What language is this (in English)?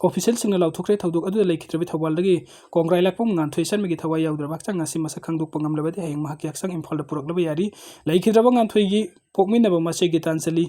Manipuri